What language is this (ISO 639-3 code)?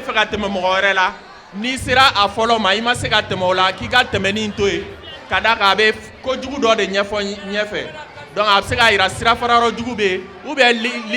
bam